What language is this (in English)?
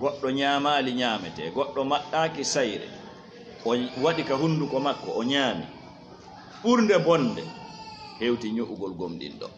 Fula